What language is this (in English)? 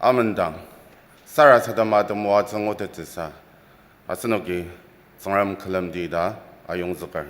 Ao Naga